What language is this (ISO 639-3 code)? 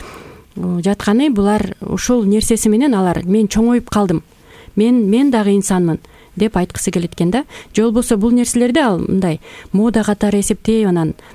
kir